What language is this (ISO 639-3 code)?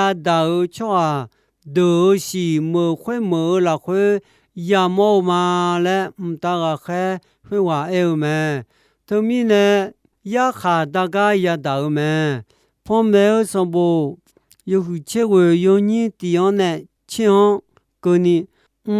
ahk